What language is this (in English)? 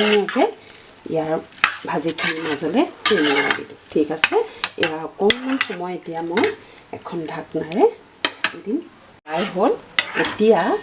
Assamese